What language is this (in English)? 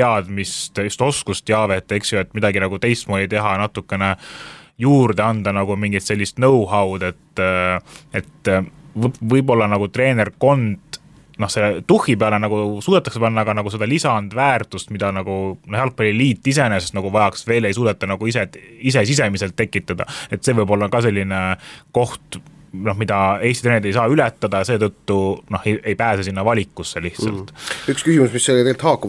Estonian